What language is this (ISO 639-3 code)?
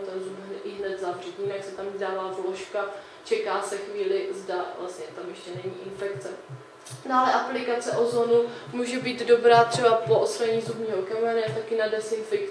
ces